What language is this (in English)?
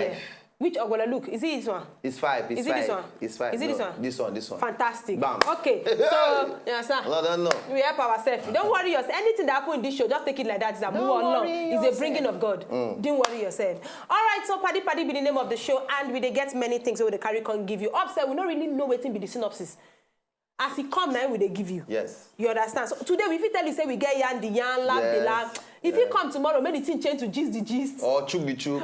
Nigerian Pidgin